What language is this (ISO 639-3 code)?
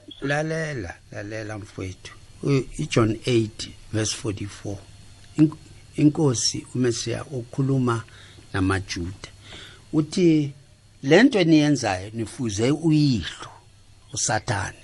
nbl